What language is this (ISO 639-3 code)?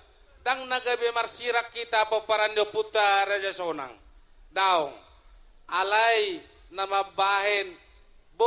bbc